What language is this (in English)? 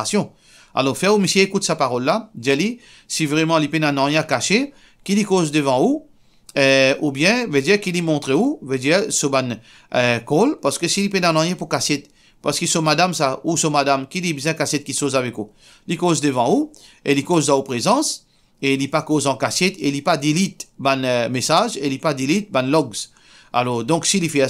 Morisyen